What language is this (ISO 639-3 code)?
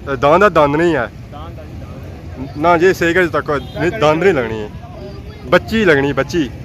phr